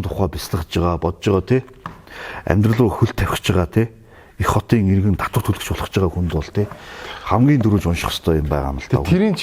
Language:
Mongolian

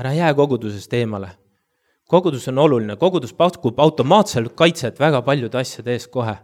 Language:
Estonian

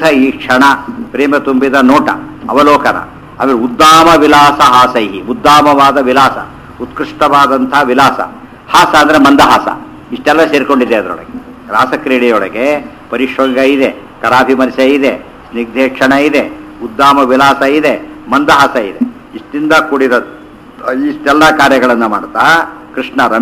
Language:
Kannada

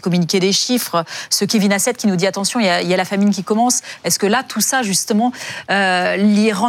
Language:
French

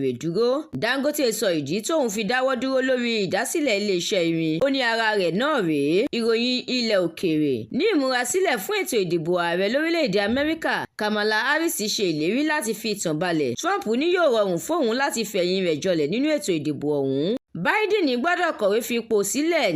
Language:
Yoruba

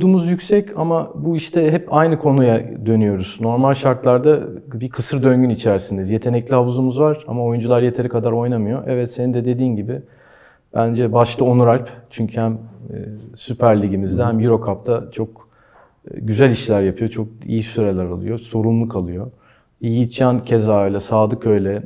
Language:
Turkish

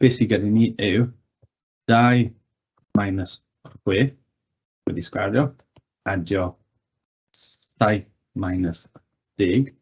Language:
Welsh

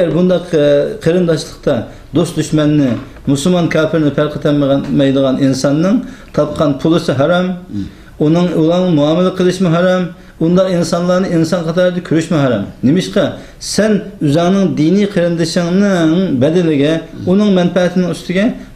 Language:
Uyghur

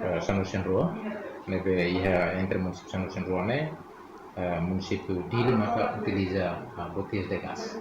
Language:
Tetum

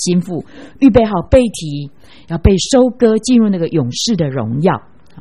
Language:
Chinese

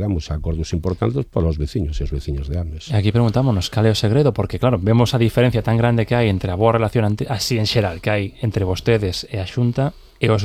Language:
Galician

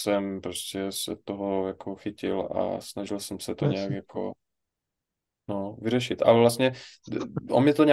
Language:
Czech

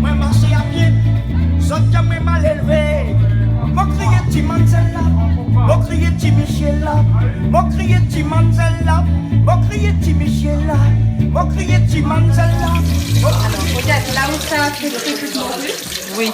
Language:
Réunion Creole French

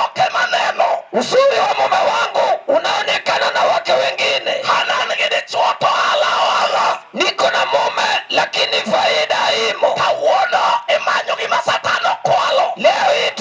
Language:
Luo (Kenya and Tanzania)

